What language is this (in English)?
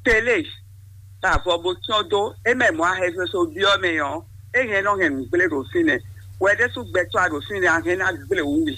Fon